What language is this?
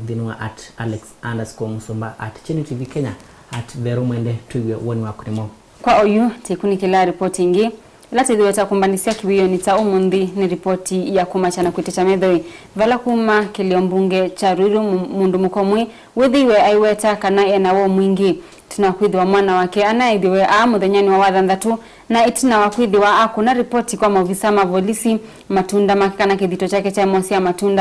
Kamba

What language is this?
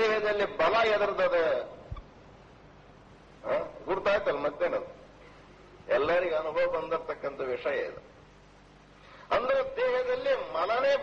Kannada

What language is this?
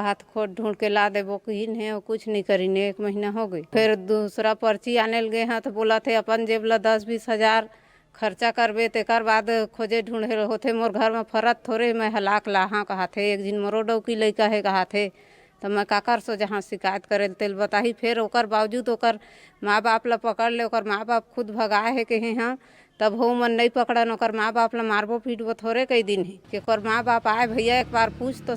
Chhattisgarhi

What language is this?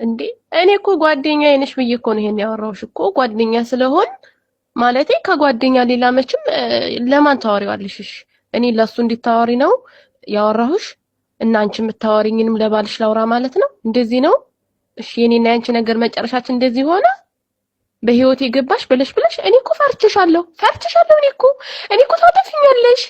Amharic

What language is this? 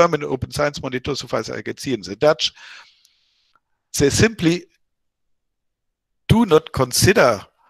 English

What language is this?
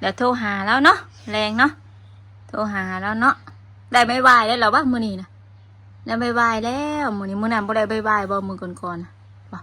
Northeastern Thai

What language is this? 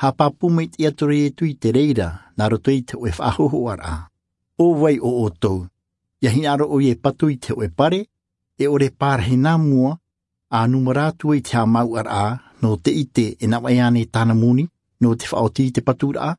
Albanian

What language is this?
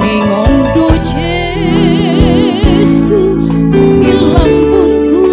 Batak Simalungun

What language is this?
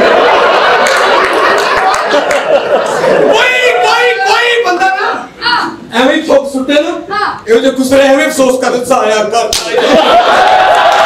Punjabi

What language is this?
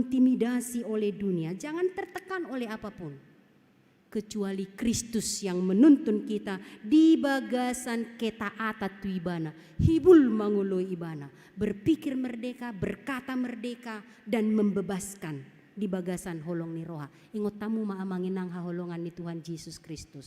Batak Toba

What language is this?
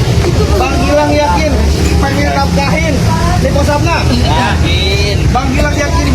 Betawi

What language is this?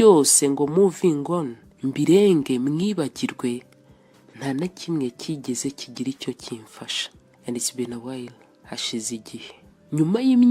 Kinyarwanda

